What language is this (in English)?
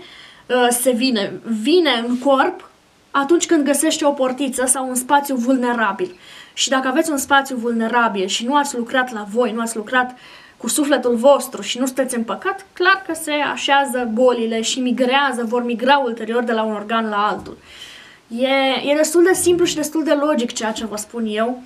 Romanian